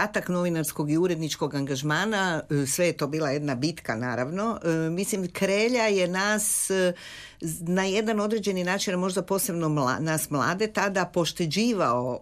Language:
Croatian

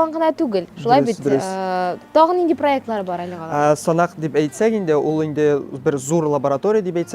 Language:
Tatar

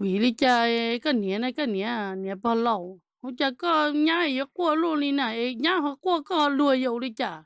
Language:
Hmong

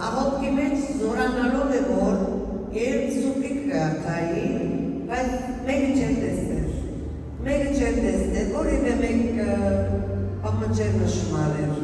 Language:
Western Armenian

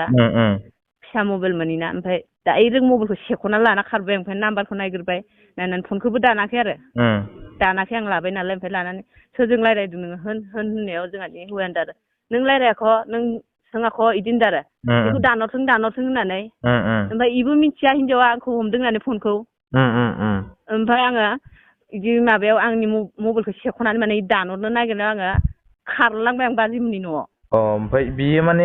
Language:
Bodo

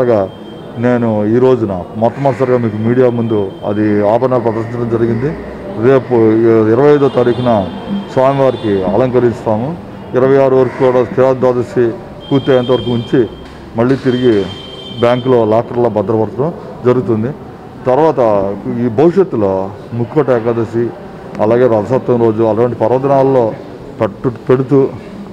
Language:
Telugu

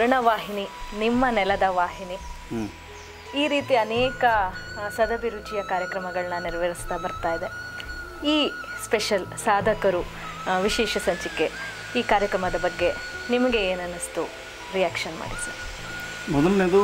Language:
Kannada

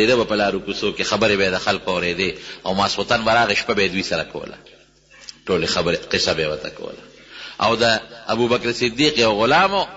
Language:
Pashto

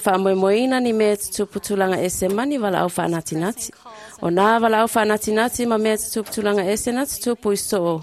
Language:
Samoan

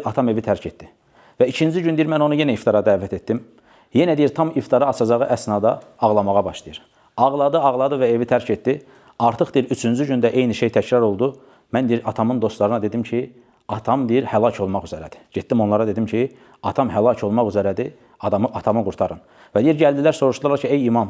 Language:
Azerbaijani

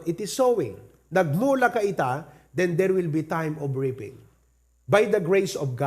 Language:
Iloko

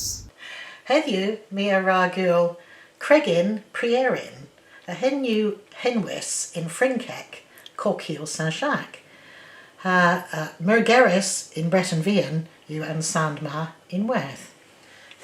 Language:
Cornish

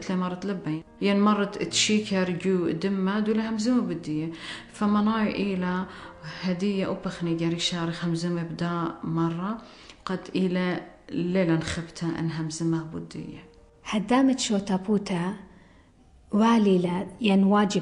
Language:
Assyrian Neo-Aramaic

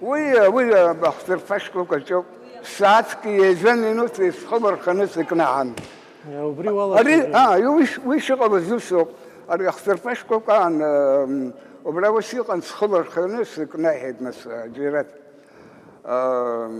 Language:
Abkhazian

